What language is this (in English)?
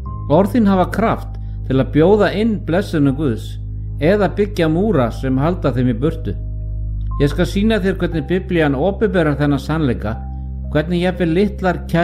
Icelandic